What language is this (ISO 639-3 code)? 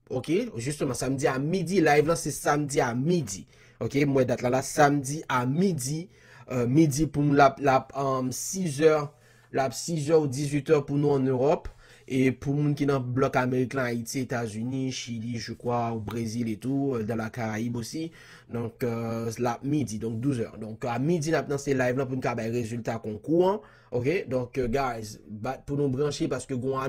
hat